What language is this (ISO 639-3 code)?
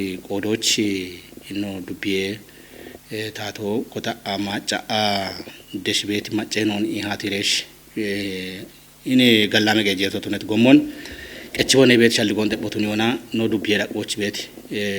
kbr